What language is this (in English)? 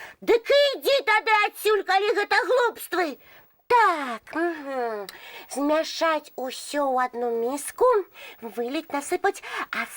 Belarusian